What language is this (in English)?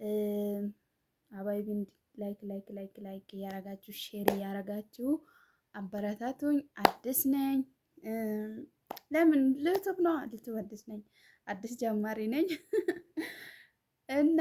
Amharic